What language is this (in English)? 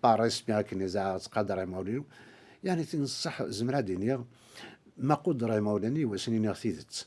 Kabyle